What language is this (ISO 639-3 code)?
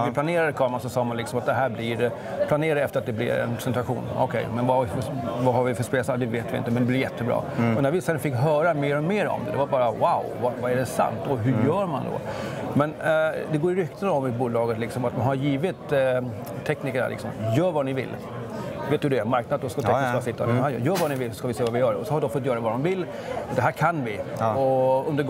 swe